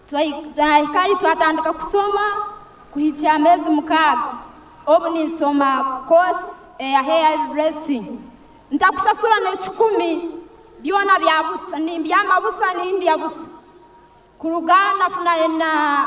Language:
Nyankole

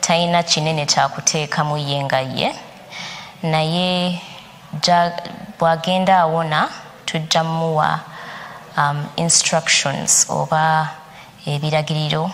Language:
Ganda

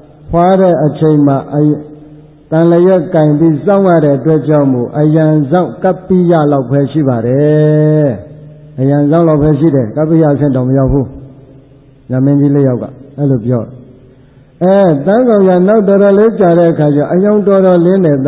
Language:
Burmese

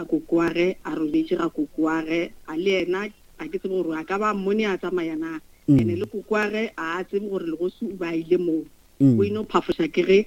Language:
Northern Sotho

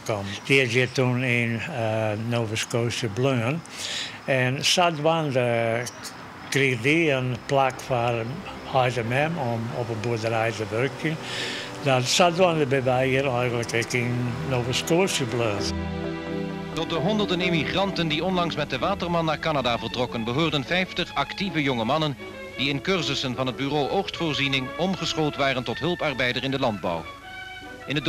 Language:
Western Frisian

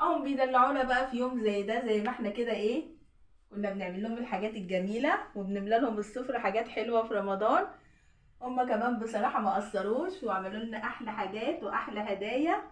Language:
Egyptian Arabic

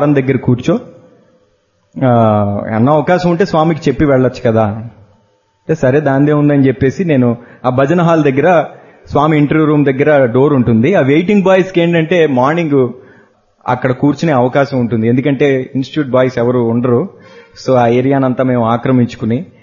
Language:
Telugu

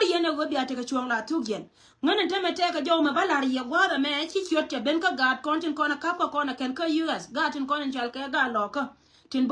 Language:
Nuer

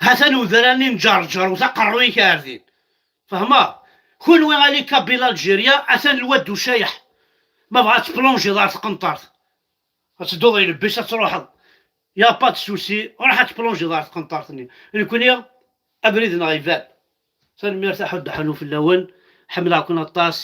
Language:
Kabyle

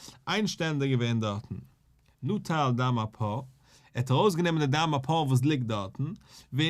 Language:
Yiddish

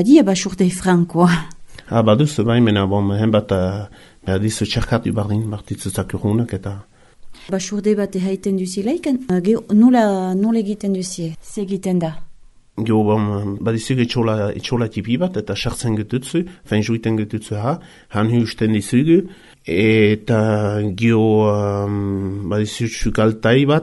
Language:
Basque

